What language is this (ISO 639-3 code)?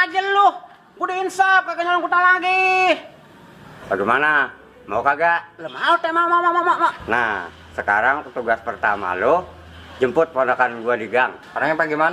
bew